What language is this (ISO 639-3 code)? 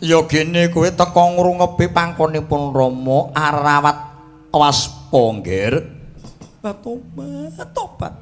jav